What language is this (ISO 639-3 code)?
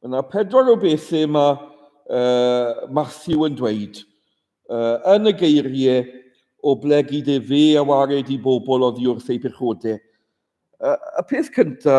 cym